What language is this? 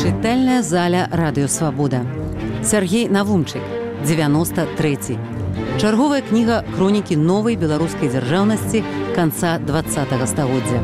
Belarusian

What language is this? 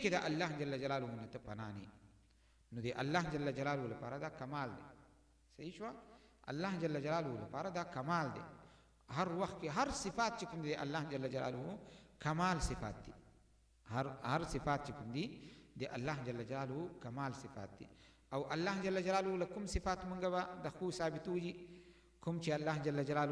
Pashto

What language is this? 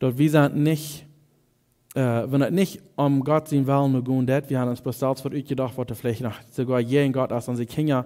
Plautdietsch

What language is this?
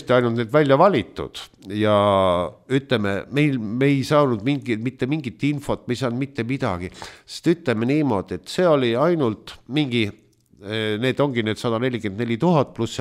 Estonian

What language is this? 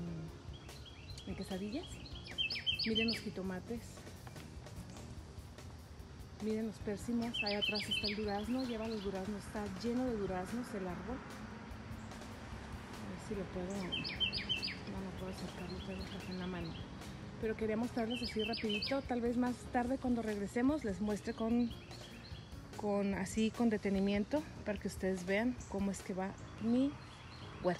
Spanish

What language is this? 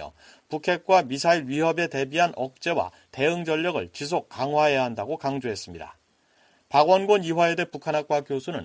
Korean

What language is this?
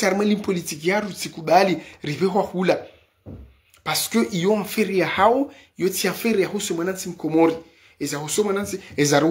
Ngazidja Comorian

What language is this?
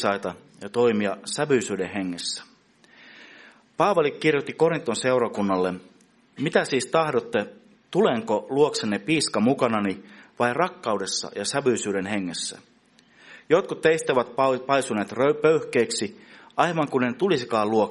Finnish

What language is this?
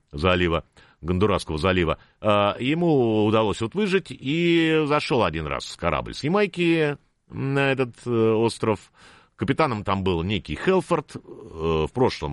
Russian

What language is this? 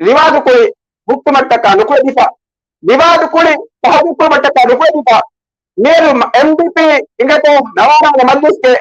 Divehi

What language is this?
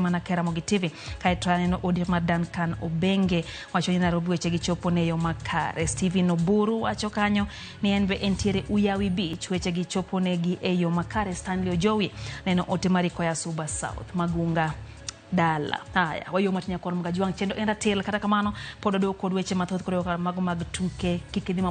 Luo (Kenya and Tanzania)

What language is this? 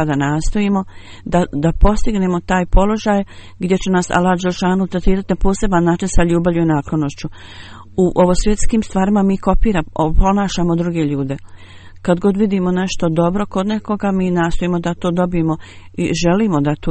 Bosnian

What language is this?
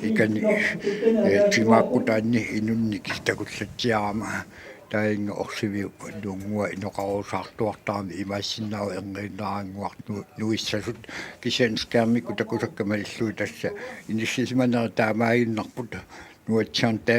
Kalaallisut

